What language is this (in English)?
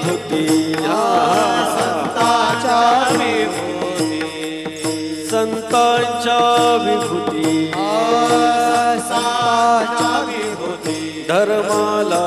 Marathi